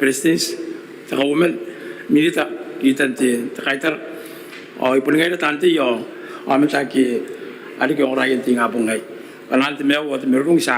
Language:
Gilbertese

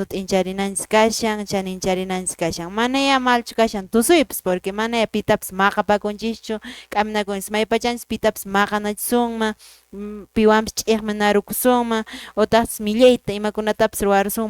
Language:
Quechua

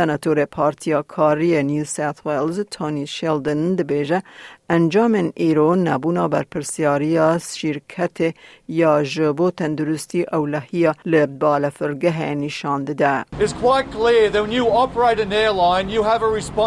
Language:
Kurdish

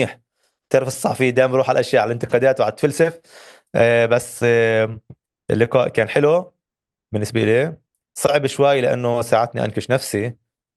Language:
North Levantine Arabic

